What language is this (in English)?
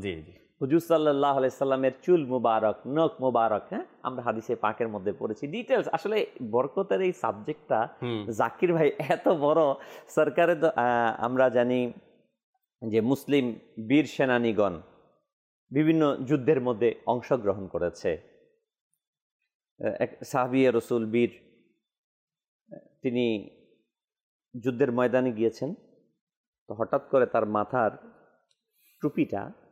Bangla